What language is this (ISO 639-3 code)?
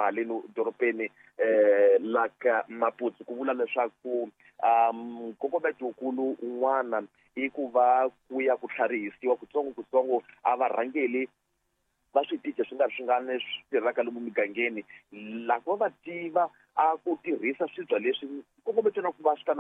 tso